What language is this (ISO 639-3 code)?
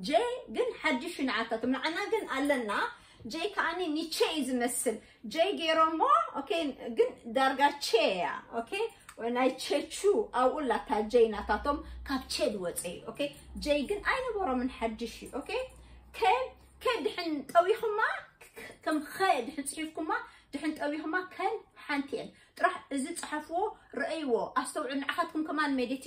tir